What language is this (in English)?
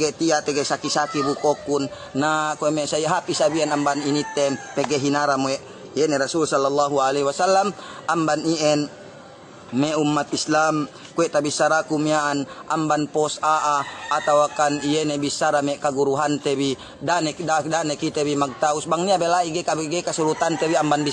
Yakan